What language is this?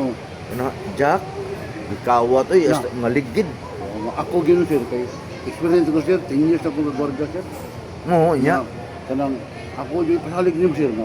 Cebuano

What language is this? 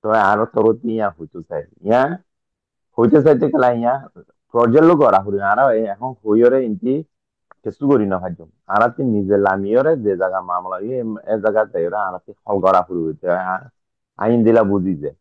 Rohingya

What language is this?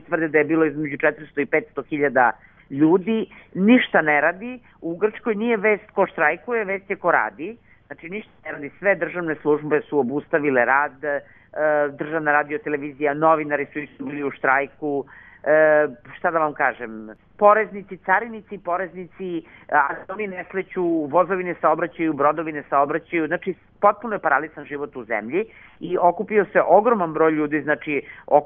Serbian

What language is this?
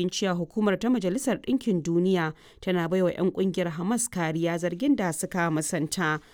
Hausa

